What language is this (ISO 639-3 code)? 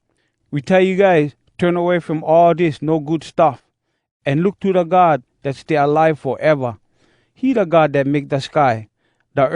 hwc